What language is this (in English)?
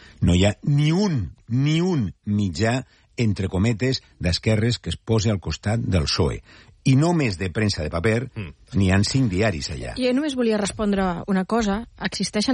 Catalan